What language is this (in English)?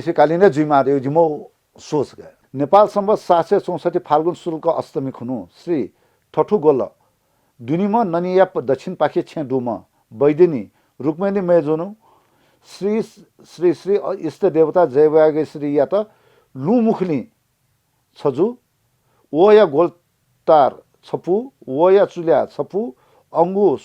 Newari